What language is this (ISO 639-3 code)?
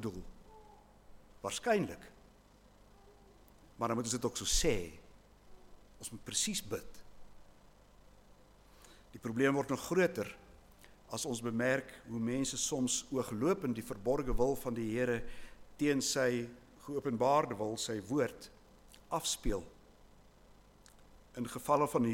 afr